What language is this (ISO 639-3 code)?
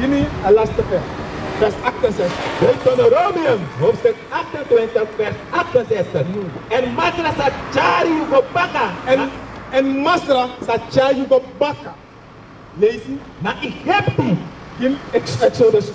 srn